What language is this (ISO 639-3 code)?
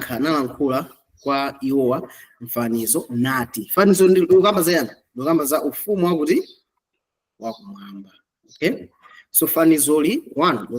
nya